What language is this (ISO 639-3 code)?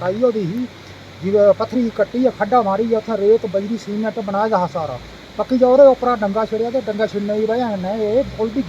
doi